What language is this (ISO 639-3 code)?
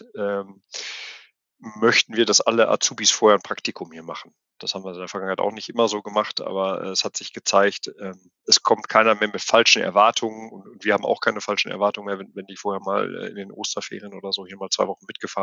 deu